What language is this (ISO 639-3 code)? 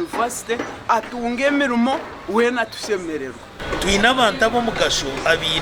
nyn